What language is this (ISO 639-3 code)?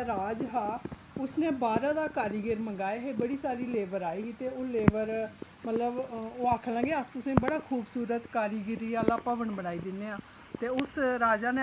doi